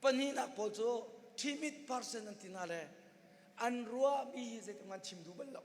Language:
Hakha Chin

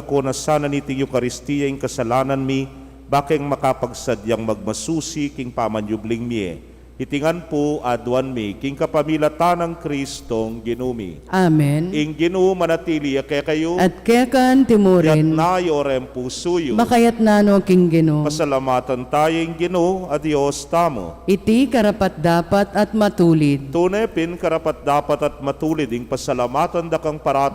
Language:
Pampanga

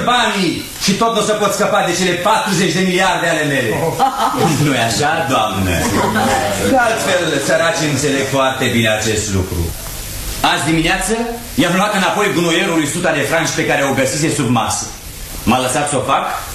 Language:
Romanian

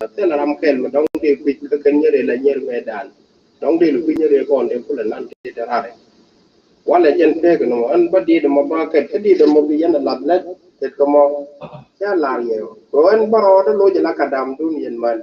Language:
Nuer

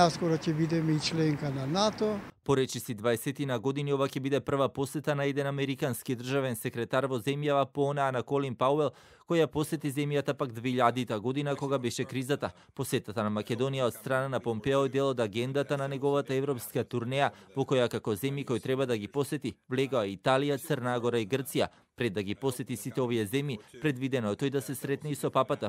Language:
Macedonian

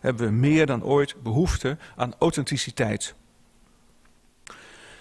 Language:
Dutch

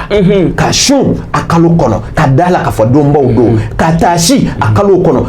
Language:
Bambara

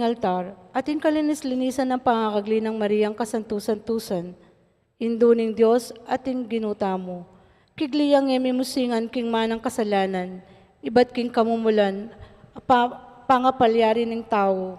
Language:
Pampanga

